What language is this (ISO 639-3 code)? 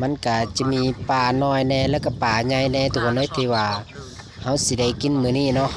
lao